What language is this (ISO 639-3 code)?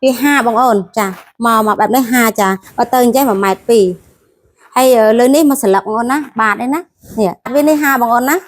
khm